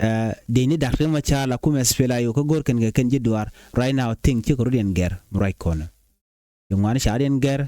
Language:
Nuer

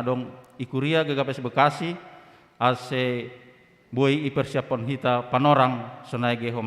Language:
Batak Simalungun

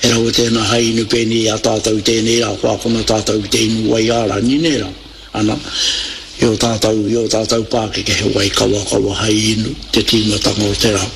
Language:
Māori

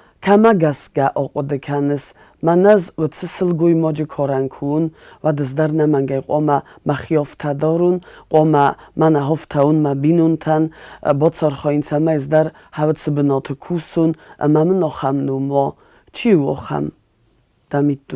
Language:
Ossetic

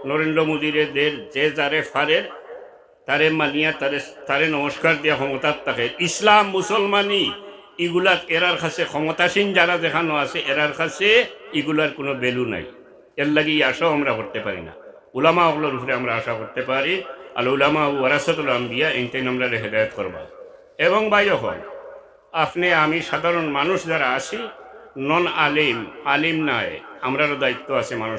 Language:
Sylheti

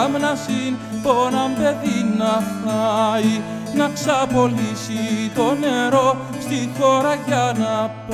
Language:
Greek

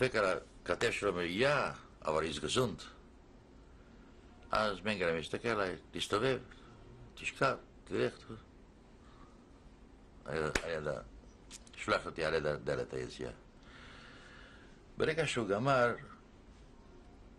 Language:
Hebrew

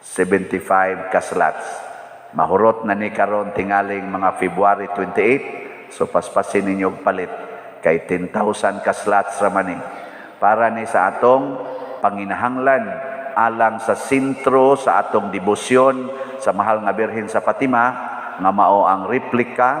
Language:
Cebuano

